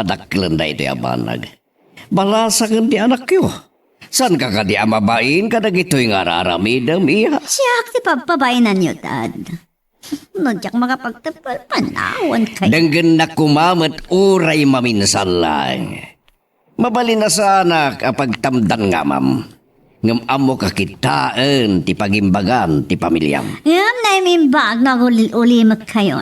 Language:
Iloko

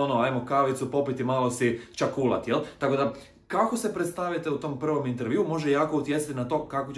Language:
Croatian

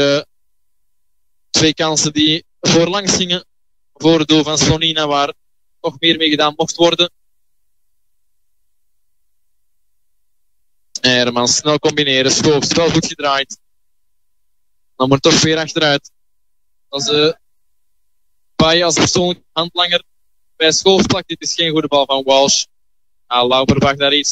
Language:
Dutch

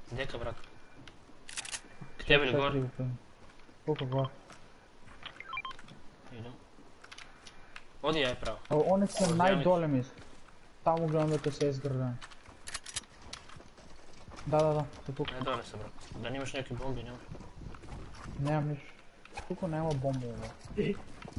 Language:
Bulgarian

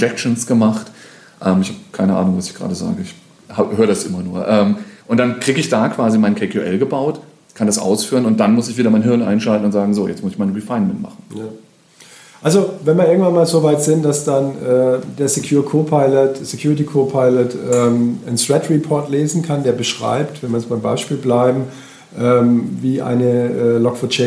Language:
German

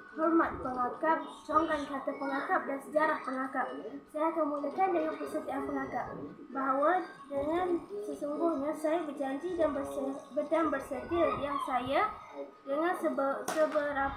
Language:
Malay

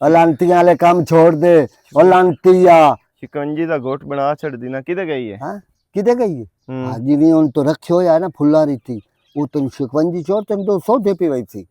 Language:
Western Panjabi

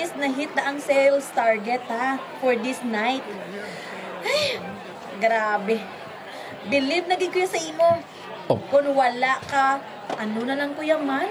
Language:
Hiligaynon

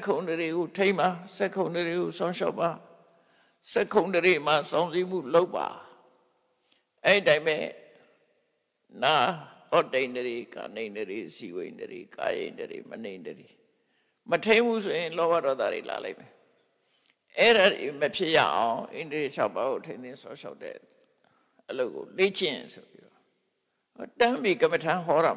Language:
Burmese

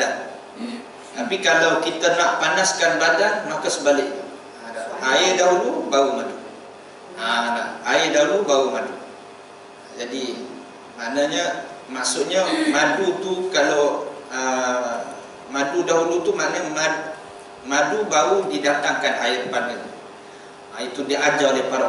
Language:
Malay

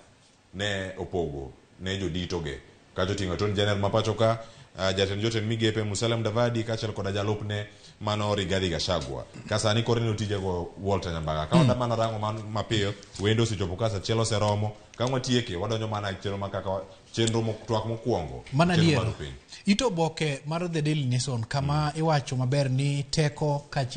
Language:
Luo (Kenya and Tanzania)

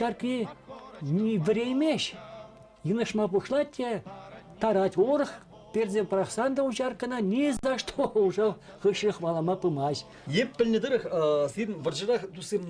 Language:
Chuvash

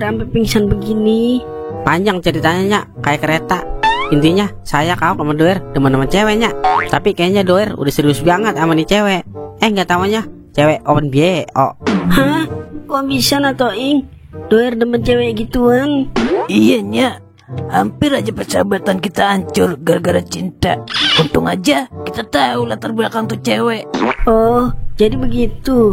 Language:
Betawi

